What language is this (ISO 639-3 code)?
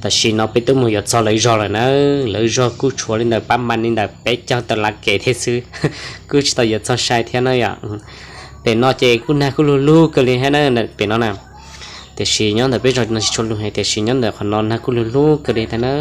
hmn